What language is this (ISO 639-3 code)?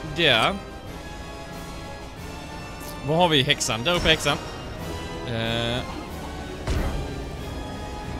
swe